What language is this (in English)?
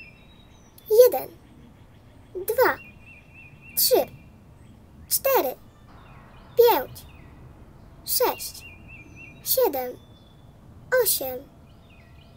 Polish